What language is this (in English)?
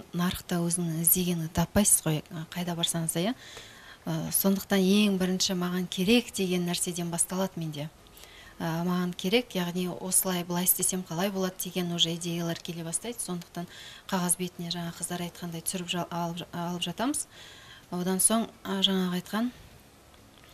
Kazakh